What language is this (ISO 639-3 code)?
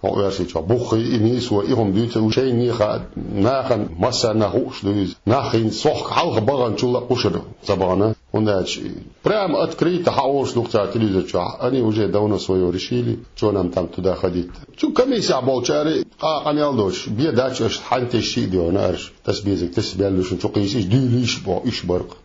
che